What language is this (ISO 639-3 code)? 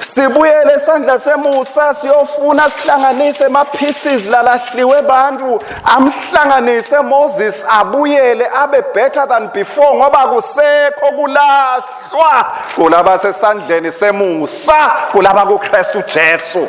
ssw